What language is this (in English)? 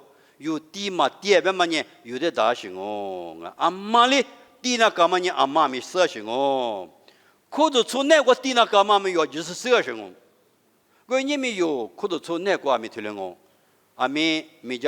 Lisu